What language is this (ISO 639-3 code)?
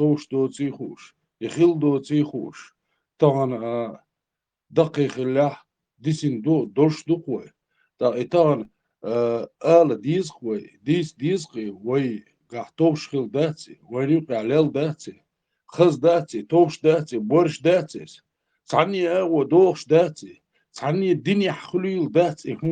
che